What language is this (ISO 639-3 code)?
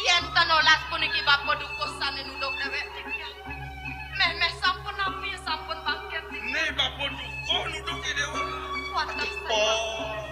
ban